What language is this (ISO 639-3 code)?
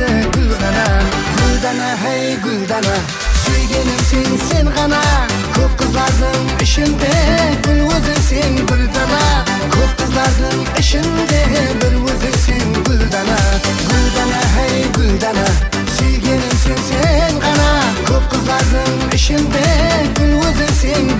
kaa